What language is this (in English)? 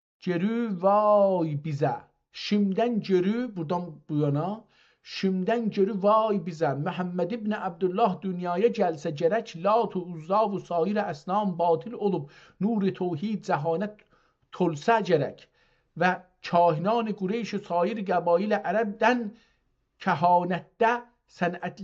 South Azerbaijani